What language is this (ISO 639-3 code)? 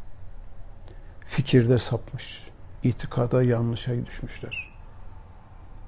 tur